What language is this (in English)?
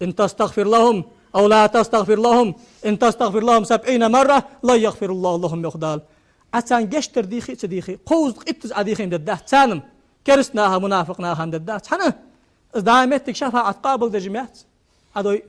Ingush